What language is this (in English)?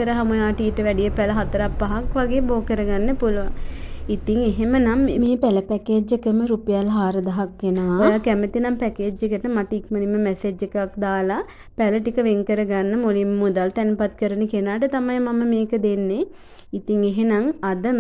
Sinhala